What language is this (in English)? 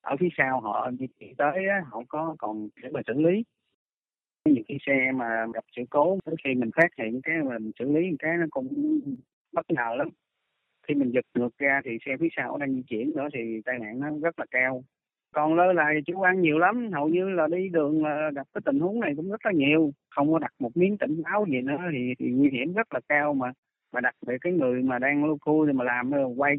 Vietnamese